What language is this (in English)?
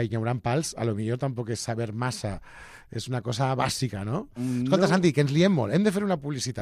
Catalan